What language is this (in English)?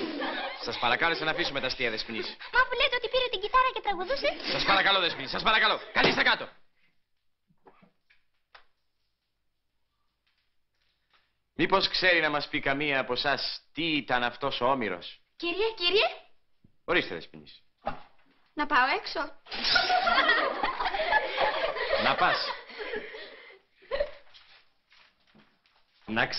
Greek